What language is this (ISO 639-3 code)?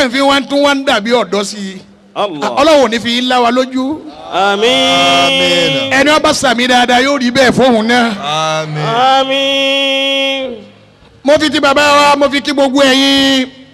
yor